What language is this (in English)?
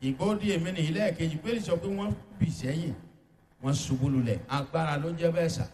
Yoruba